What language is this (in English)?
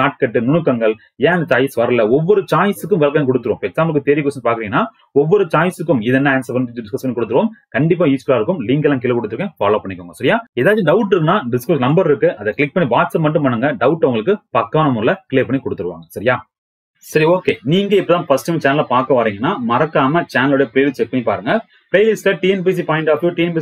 Tamil